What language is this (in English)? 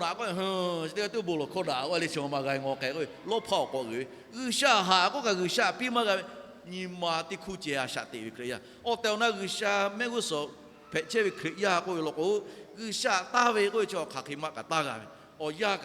Lahu